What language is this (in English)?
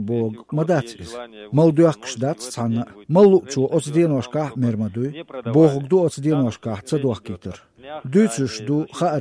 Chechen